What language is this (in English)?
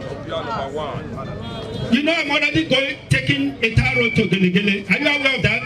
Nigerian Pidgin